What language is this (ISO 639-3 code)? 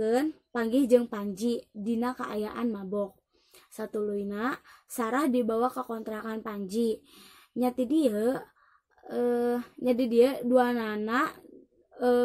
sun